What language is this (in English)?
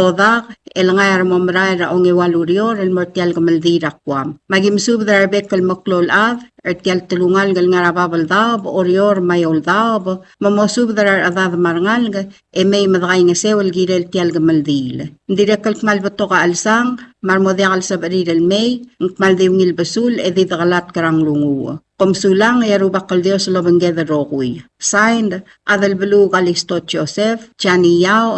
Palauan